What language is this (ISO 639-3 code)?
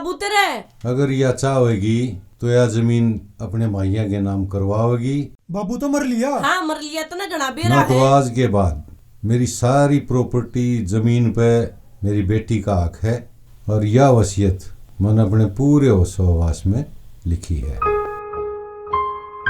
bgc